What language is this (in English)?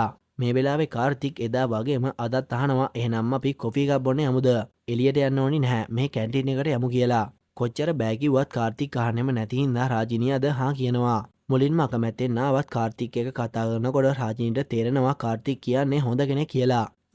Sinhala